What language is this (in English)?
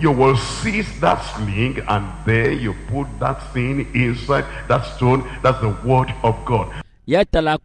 Ewe